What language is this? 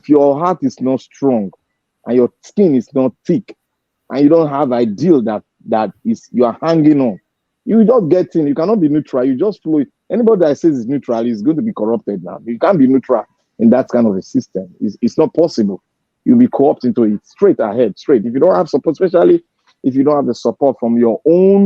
Nigerian Pidgin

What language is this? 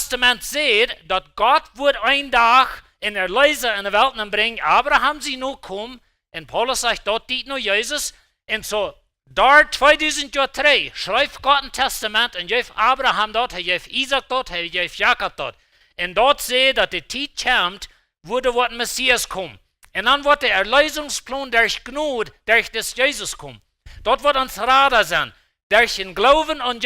Plautdietsch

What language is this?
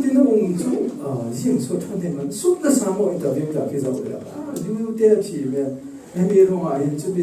Falam Chin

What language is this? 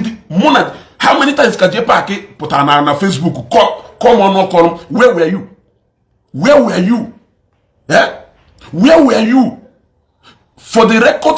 Igbo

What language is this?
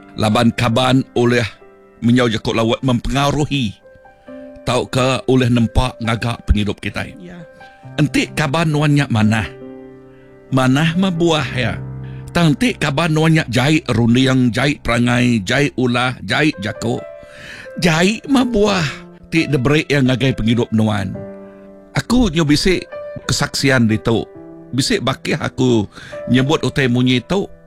Iban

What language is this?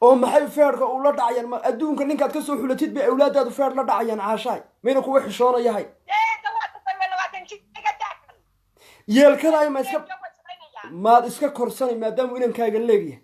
Somali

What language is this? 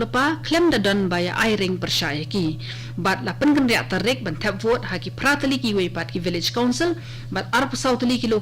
Khasi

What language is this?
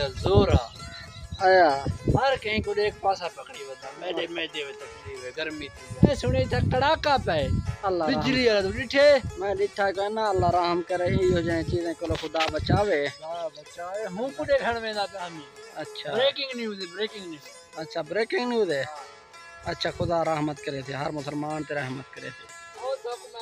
Saraiki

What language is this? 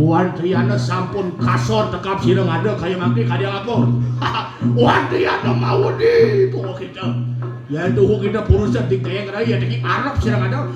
Balinese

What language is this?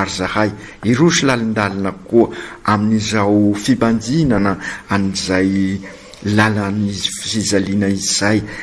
Malagasy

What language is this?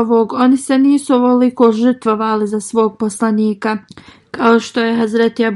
Bosnian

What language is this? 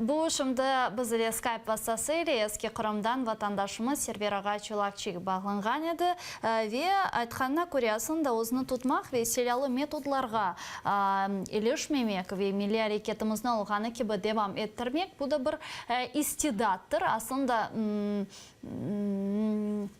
Crimean Tatar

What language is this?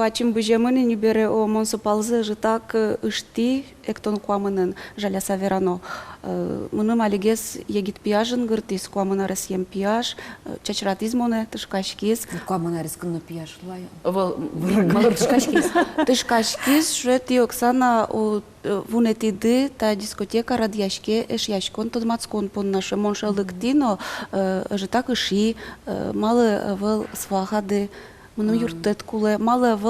Udmurt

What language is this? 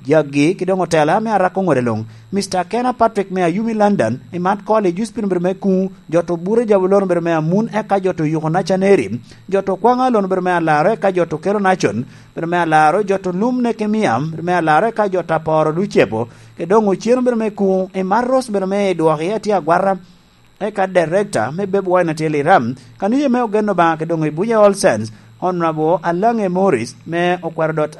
Lango (Uganda)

